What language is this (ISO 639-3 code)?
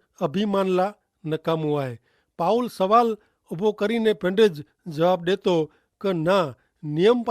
kfr